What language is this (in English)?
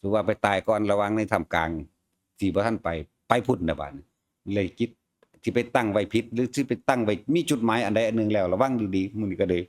Northeastern Thai